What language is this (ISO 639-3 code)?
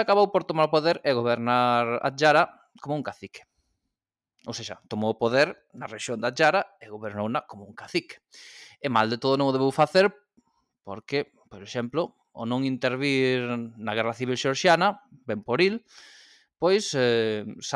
glg